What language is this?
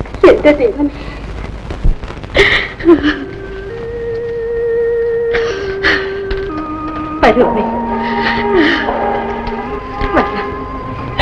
Malayalam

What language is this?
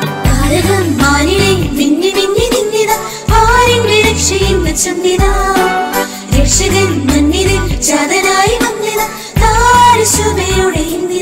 Malayalam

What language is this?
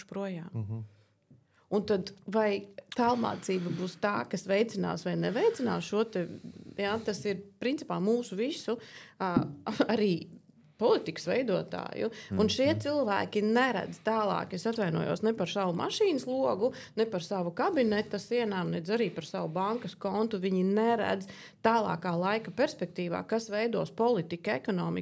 Latvian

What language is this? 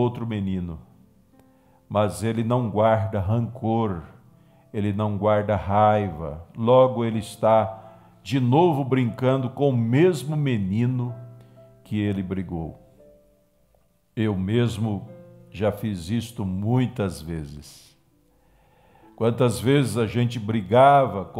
Portuguese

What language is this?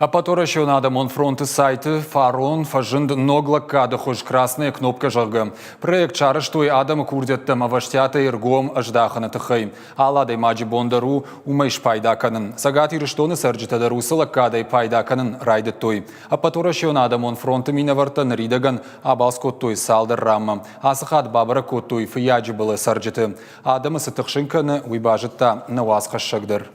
Ossetic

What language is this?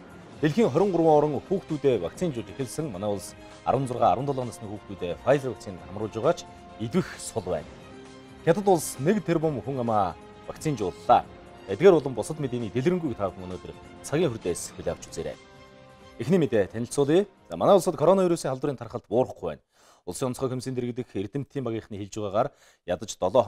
Mongolian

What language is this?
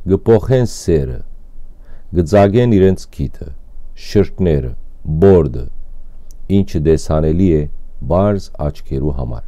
Western Armenian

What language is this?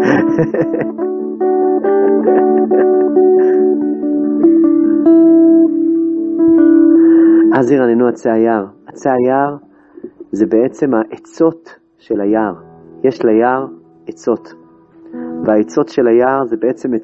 Hebrew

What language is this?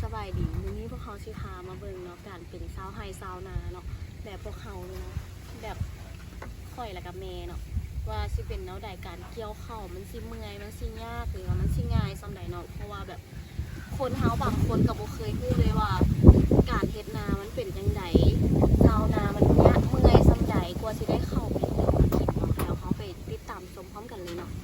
Lao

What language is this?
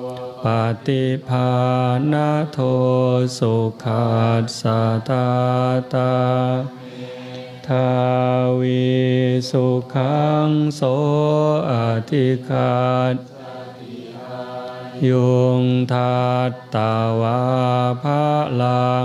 Thai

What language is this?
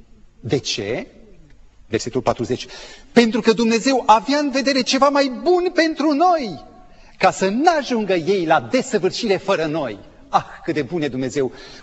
Romanian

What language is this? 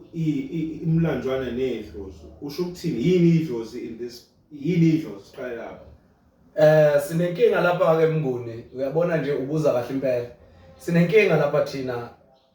Zulu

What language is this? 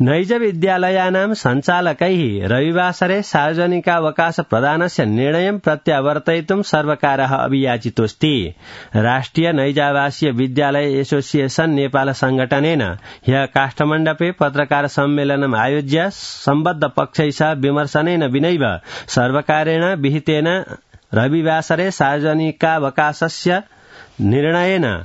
Sanskrit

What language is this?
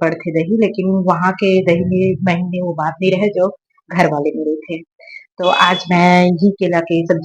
Chhattisgarhi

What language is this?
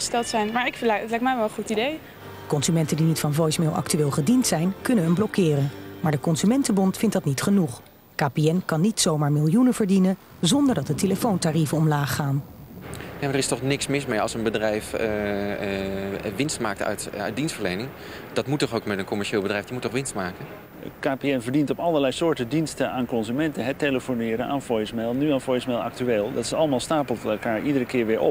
Dutch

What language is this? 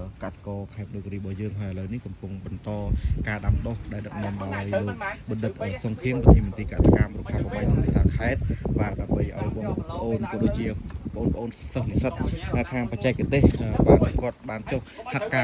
Khmer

